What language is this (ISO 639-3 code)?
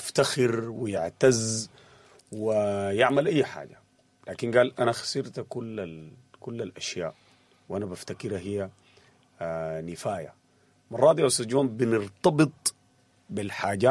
apd